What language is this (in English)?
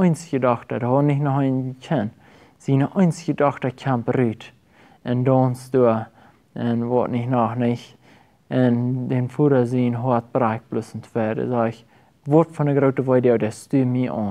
Plautdietsch